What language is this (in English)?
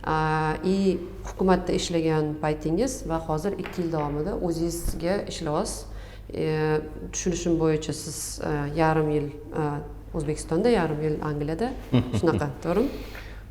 Uzbek